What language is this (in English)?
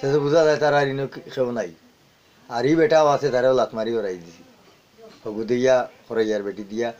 Sylheti